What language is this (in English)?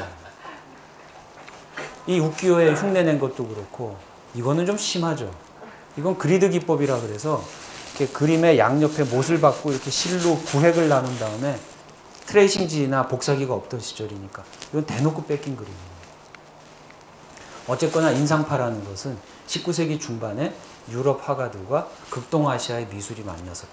Korean